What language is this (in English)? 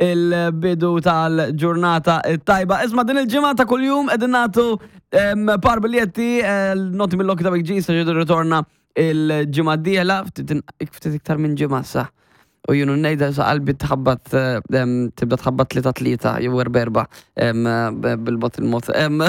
Maltese